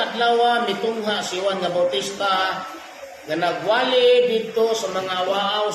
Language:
Cebuano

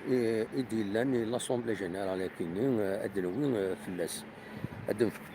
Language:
Kabyle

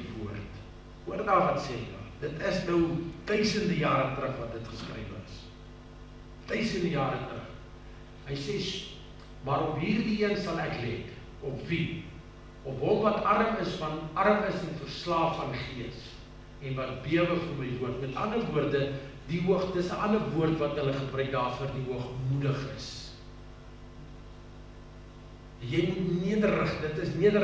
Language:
Afrikaans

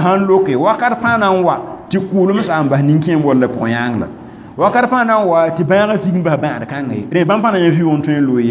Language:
Mossi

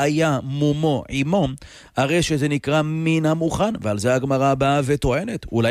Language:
Hebrew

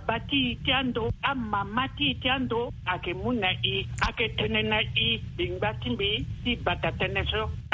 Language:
Sango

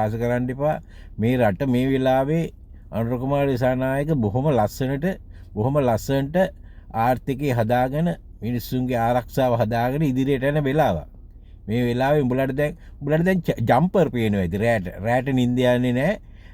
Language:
Sinhala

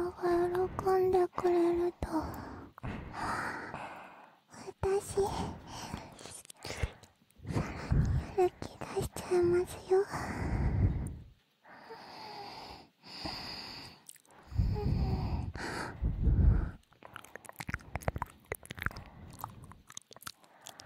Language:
Japanese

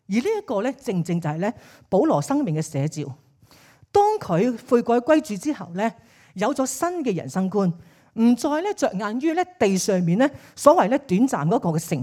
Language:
Cantonese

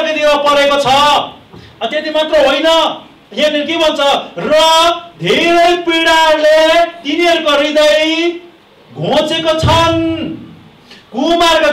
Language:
Nepali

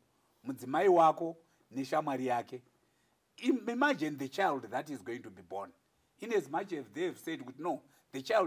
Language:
Shona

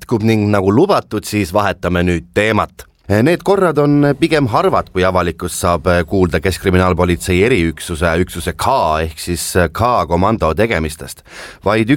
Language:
Estonian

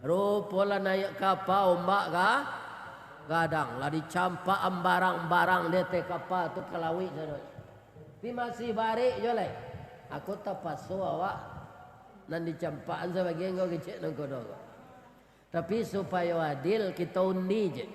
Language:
Minangkabau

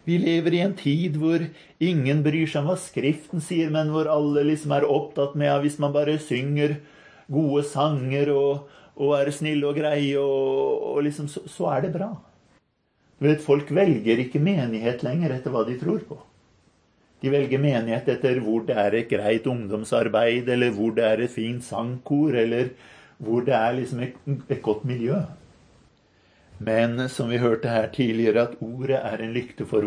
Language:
Norwegian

